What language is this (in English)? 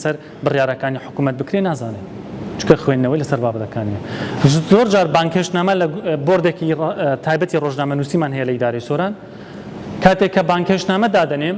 Central Kurdish